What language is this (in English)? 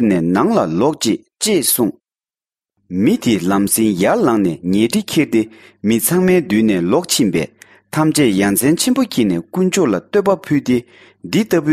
Tibetan